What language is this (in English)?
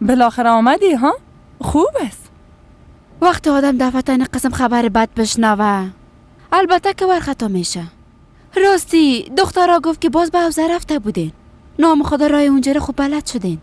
Persian